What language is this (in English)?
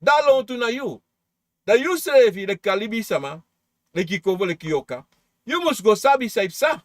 Sranan Tongo